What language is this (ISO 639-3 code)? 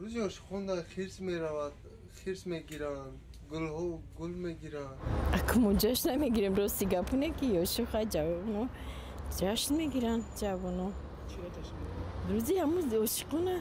tgk